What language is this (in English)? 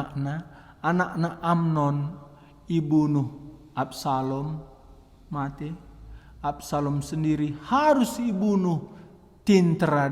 Batak Karo